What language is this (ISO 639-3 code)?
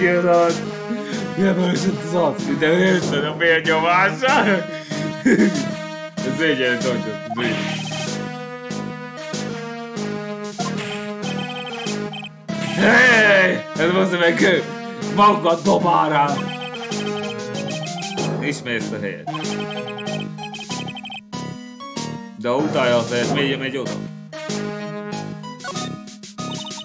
hun